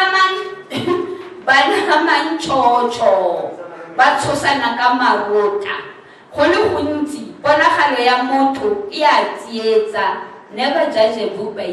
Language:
Tswana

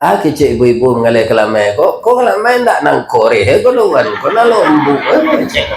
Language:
Minangkabau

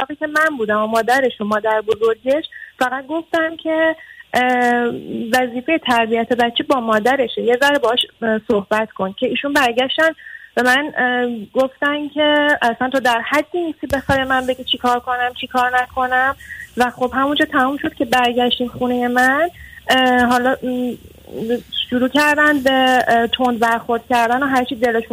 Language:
Persian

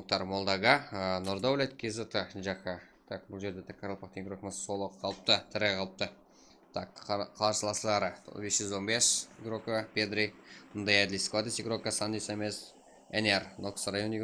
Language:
Kara-Kalpak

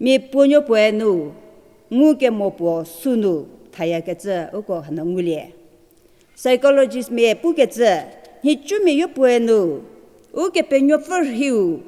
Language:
Angami Naga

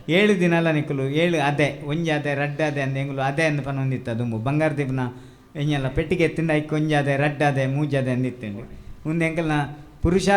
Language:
Tulu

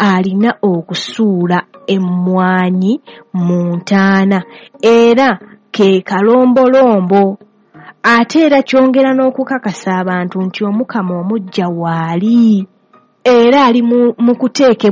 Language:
Ganda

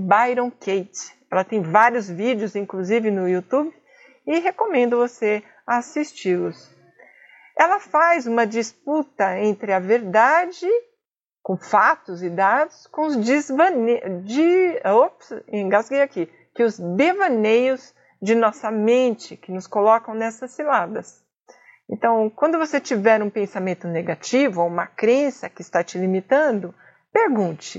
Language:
Portuguese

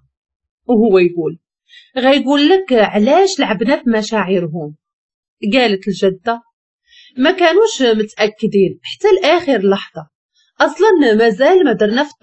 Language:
Moroccan Arabic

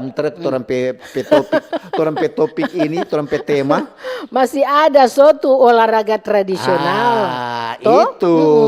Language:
Manado Malay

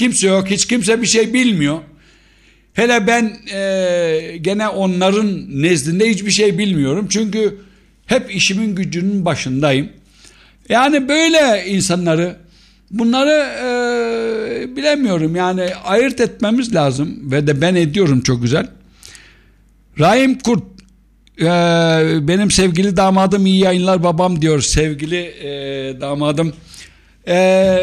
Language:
Turkish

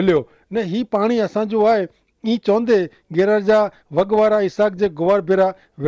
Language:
Kachhi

